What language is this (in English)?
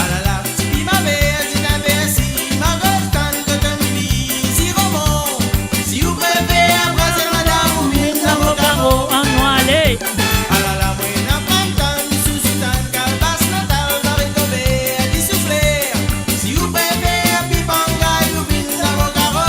Morisyen